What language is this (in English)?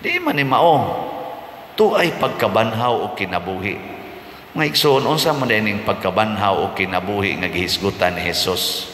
Cebuano